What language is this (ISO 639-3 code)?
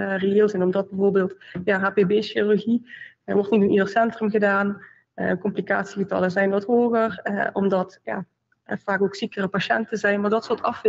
nld